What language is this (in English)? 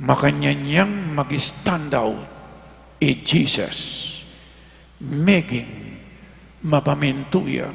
Pampanga